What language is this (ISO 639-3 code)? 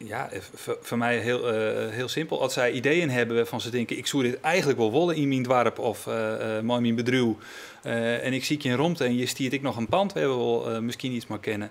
fry